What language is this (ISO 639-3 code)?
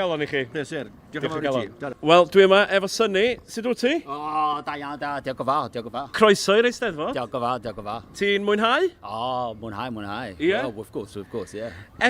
cym